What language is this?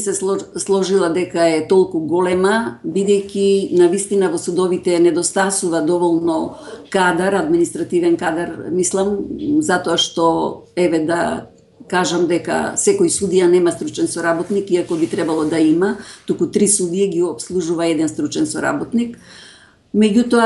Macedonian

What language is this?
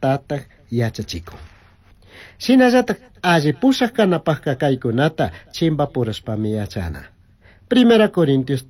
Chimborazo Highland Quichua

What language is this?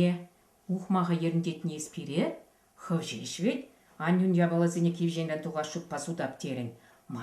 Chuvash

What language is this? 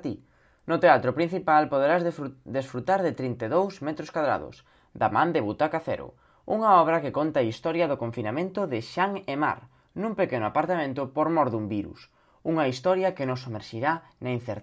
Galician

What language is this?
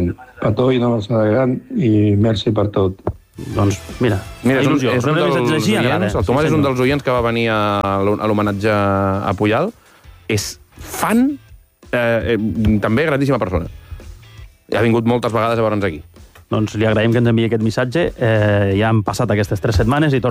Catalan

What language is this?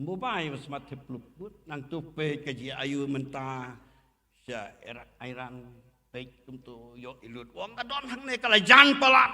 Khasi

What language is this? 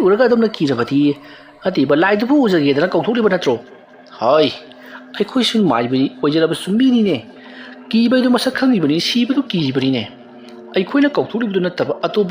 Manipuri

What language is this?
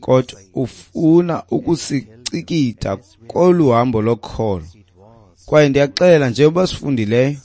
Xhosa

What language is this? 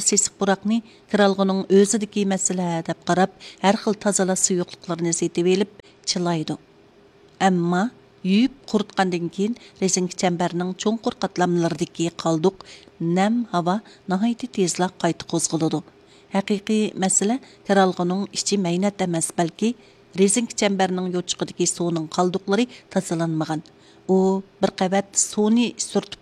Uyghur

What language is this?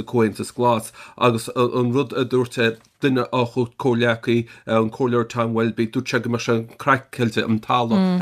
Irish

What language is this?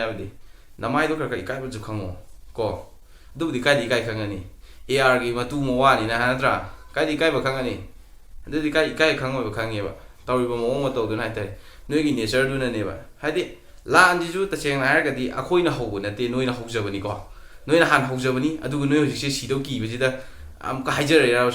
Manipuri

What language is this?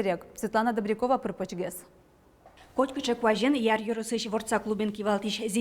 Udmurt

